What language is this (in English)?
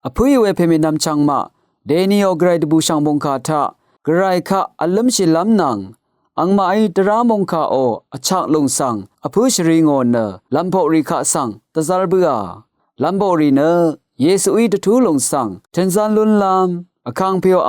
Rawang